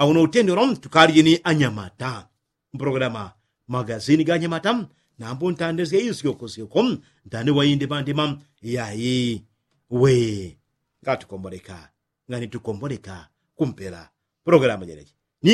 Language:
Yao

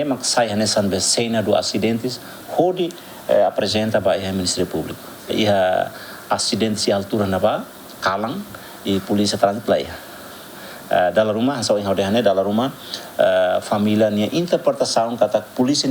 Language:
Tetum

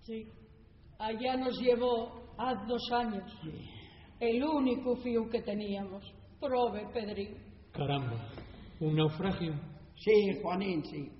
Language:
Asturian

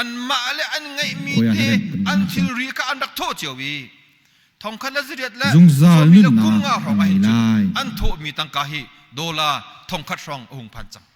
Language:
Hakha Chin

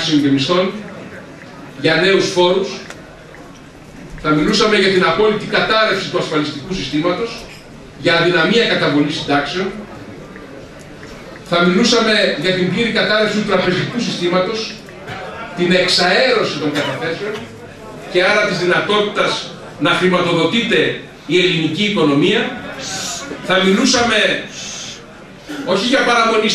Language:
Greek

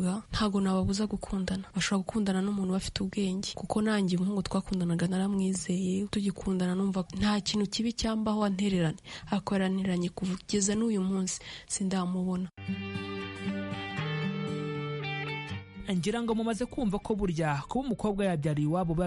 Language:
Kinyarwanda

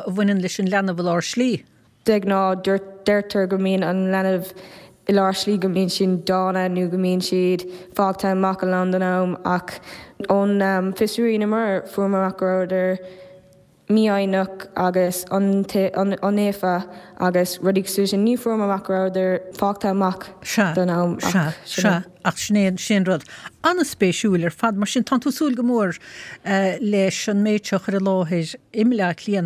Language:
Irish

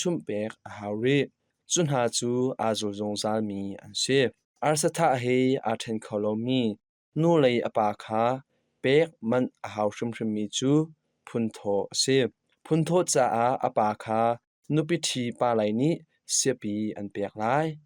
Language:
Hakha Chin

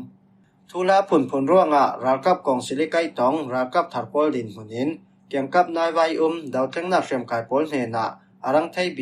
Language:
Falam Chin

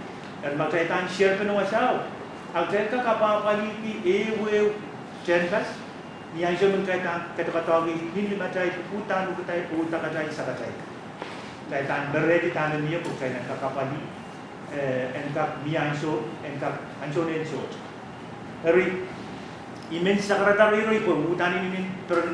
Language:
Pohnpeian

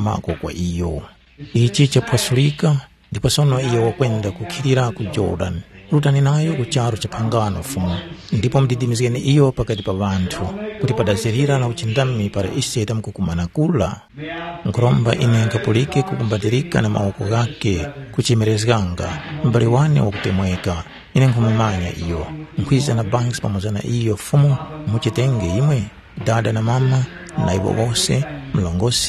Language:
Tumbuka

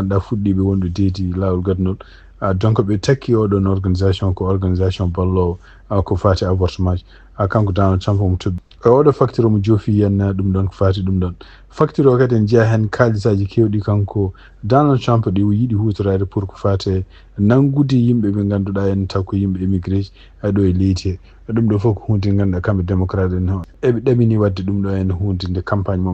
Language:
Fula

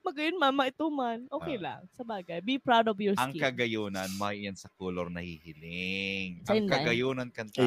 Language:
Bikol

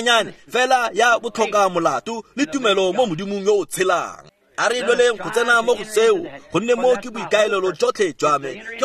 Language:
Tswana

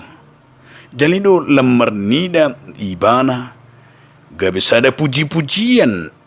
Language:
Batak Toba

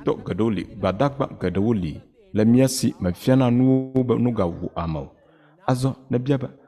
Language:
Ewe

